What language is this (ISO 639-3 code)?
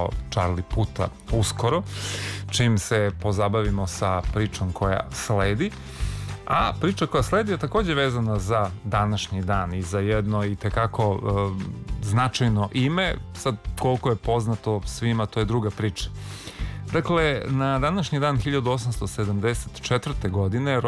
srp